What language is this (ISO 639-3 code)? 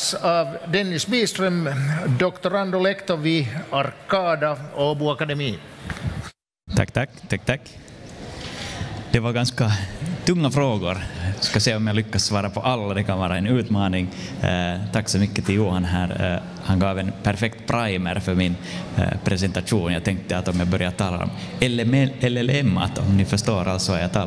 swe